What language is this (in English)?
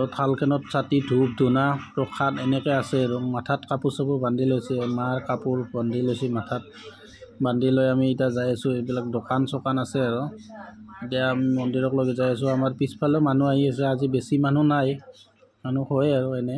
Assamese